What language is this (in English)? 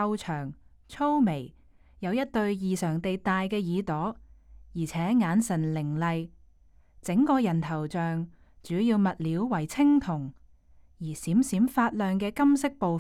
Cantonese